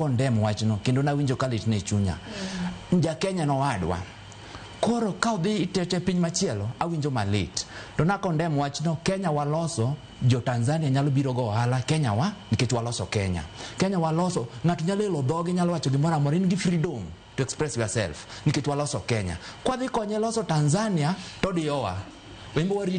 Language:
Luo (Kenya and Tanzania)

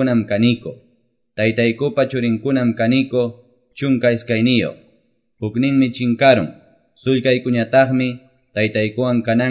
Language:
Quechua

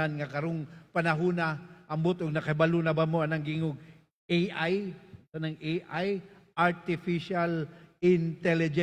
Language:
Cebuano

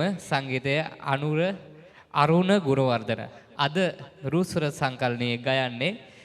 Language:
Sinhala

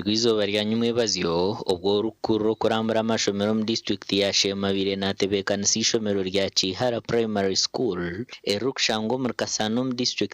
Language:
Nyankole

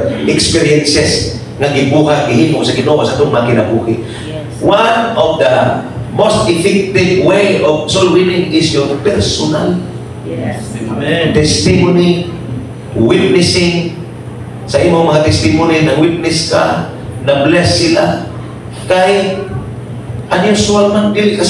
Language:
Cebuano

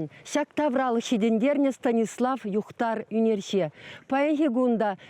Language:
Chuvash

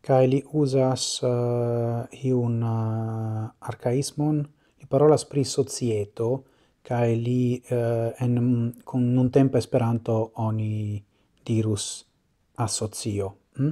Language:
Esperanto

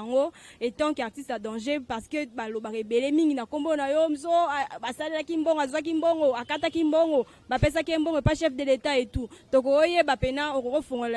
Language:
Lingala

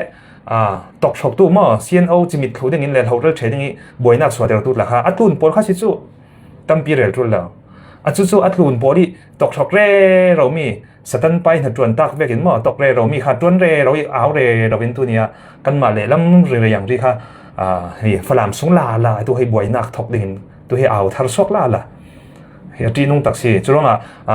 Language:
Falam Chin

